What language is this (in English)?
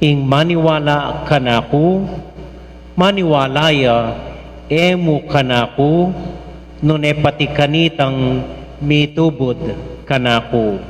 Pampanga